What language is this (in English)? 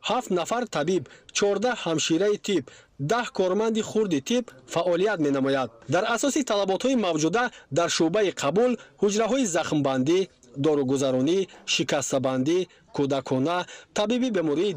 Tajik